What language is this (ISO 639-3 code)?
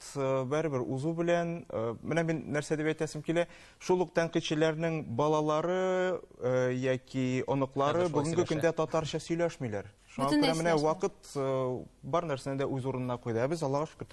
tat